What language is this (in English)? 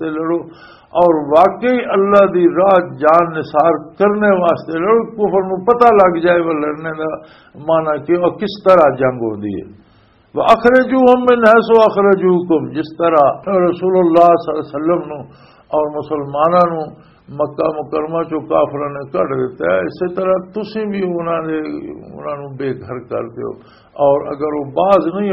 Western Panjabi